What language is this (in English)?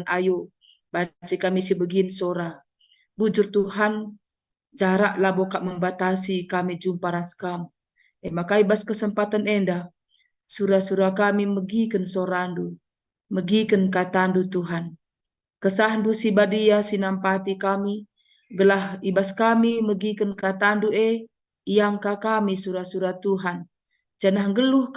Batak Karo